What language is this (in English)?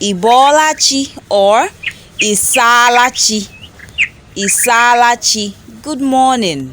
Igbo